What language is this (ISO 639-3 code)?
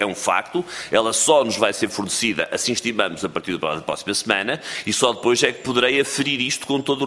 por